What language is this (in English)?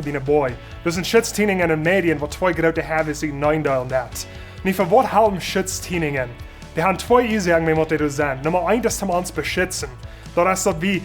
Plautdietsch